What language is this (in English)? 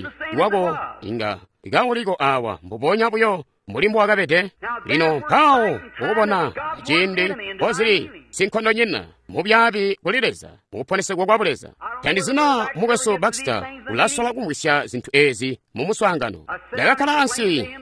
Tonga (Zambia)